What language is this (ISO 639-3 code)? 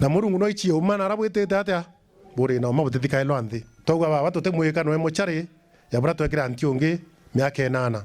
mer